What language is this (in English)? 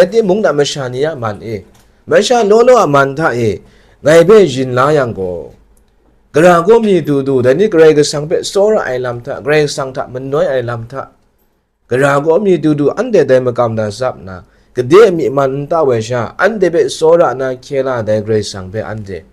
Kachin